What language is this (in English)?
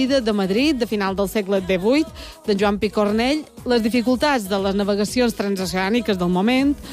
Catalan